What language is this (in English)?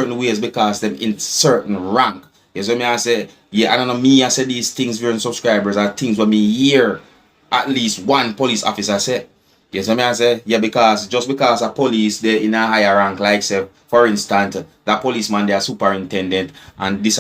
Jamaican Creole English